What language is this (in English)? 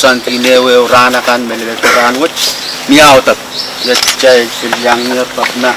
Pohnpeian